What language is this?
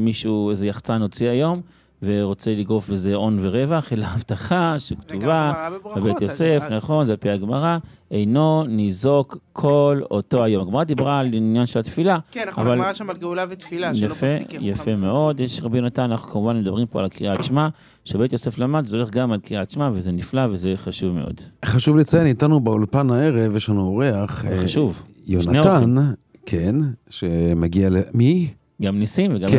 Hebrew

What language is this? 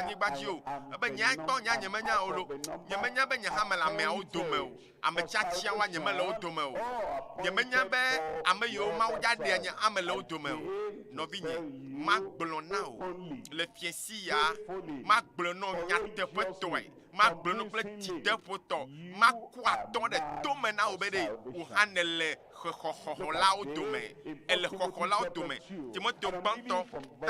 Ewe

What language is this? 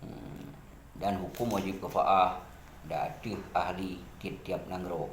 Achinese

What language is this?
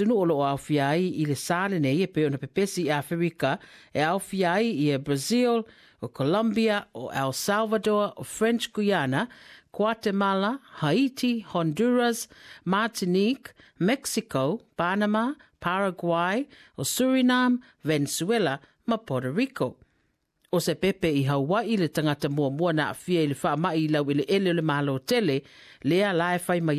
Samoan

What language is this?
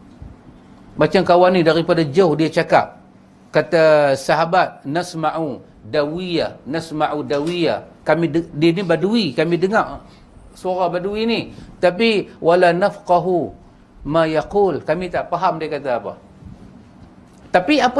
Malay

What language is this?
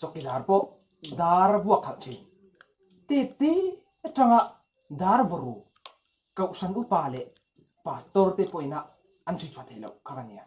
Mizo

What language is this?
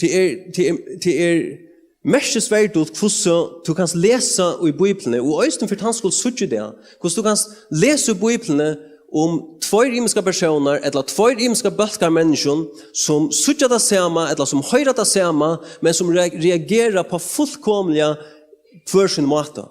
Faroese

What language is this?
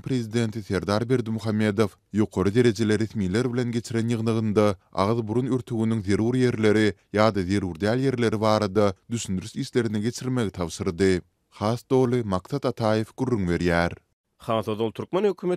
Turkmen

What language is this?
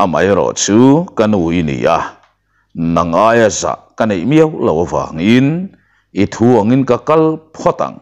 Mizo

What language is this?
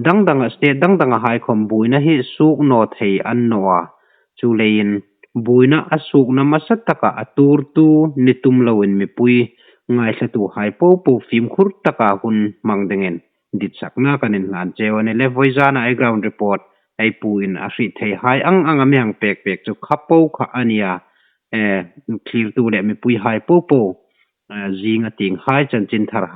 Hmar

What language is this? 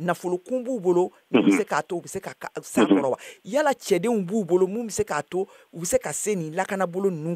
Bambara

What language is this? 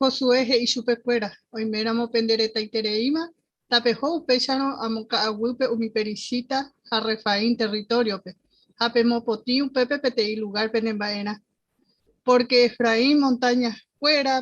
Guarani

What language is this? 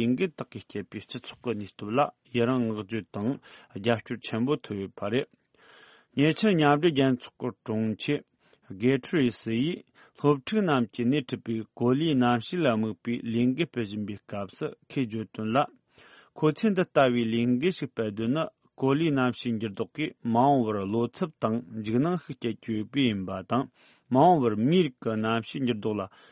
Tibetan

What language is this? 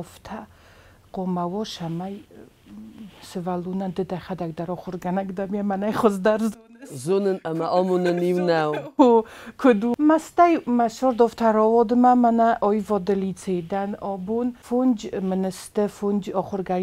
Ossetic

